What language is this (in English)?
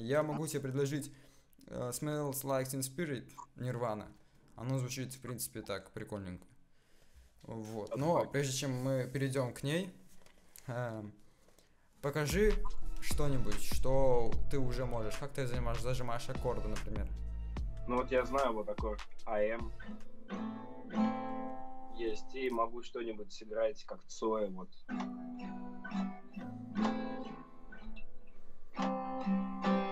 Russian